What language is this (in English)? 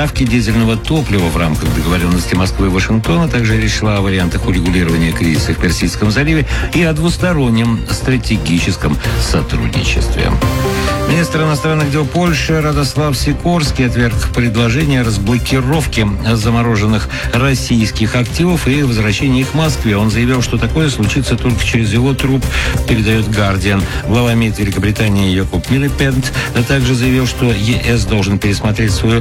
Russian